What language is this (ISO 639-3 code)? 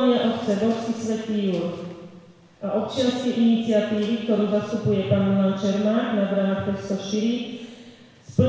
slk